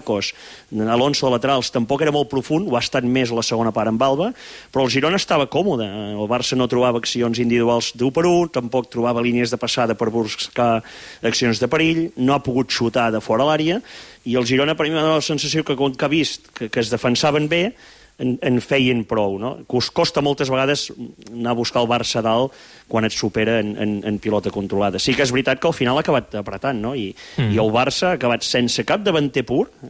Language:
Catalan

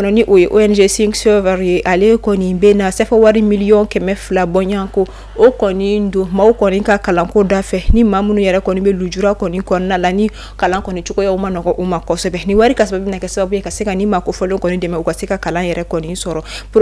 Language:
Bambara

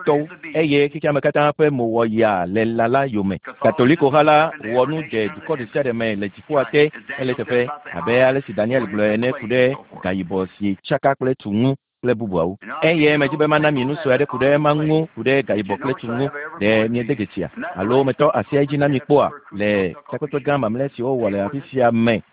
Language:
Ewe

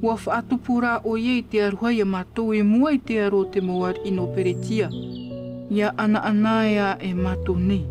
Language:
Tahitian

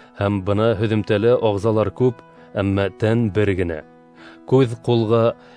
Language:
Bashkir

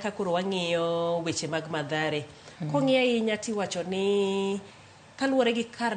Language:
Luo (Kenya and Tanzania)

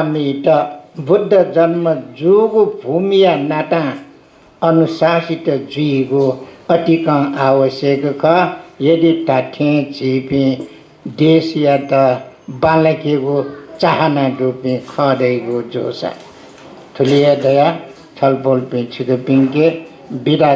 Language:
Newari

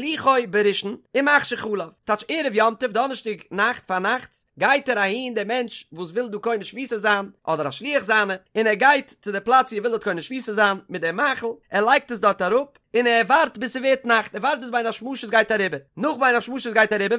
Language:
Yiddish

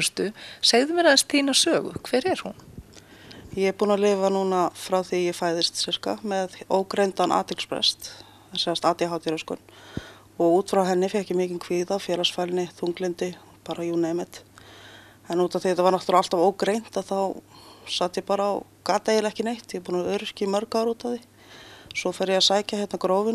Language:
Icelandic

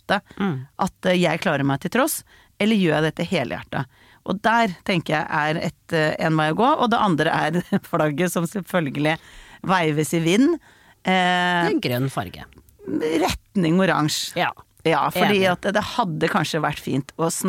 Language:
Norwegian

